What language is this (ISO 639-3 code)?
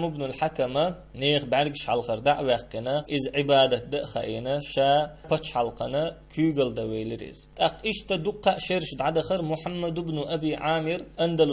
che